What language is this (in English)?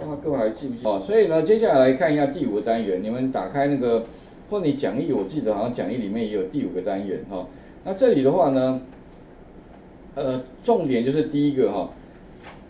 Chinese